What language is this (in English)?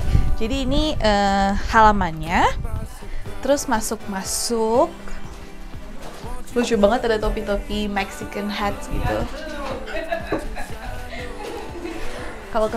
Indonesian